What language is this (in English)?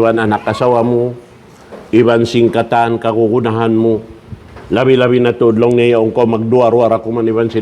Tausug